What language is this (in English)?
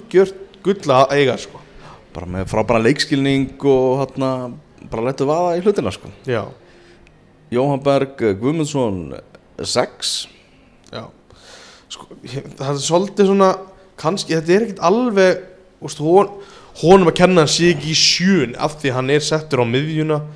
Icelandic